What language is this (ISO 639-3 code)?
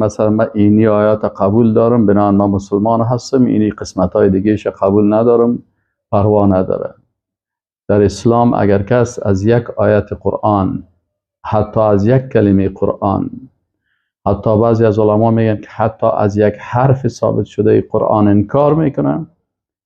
fas